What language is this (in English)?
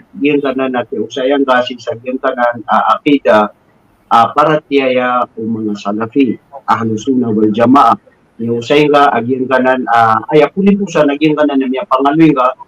Maranao